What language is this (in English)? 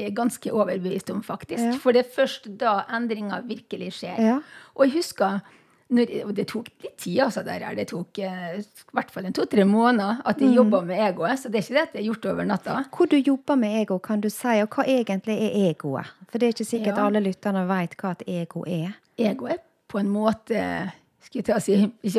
Norwegian